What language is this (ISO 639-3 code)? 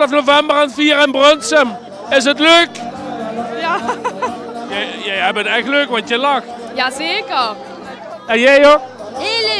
lim